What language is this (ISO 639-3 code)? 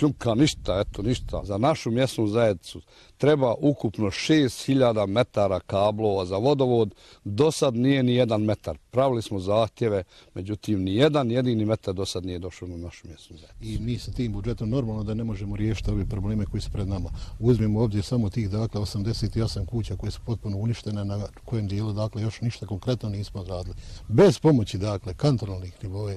bos